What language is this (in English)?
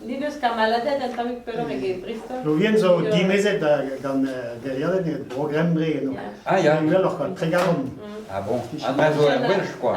Breton